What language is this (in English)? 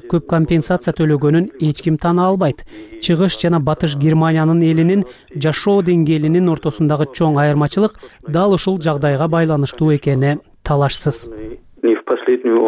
Kyrgyz